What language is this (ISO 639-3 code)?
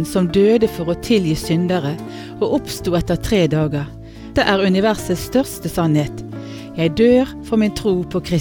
nor